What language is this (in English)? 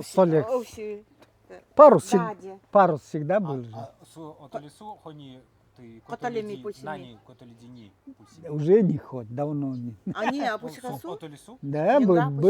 Nanai